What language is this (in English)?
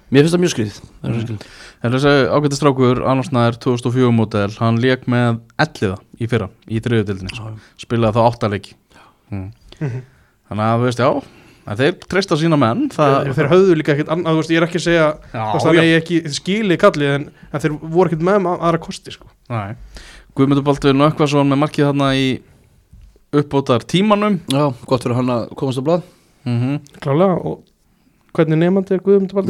Icelandic